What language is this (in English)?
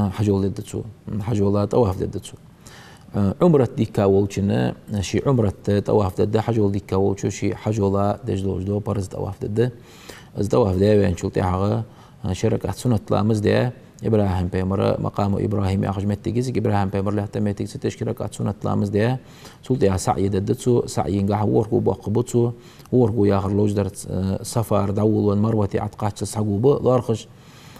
Ingush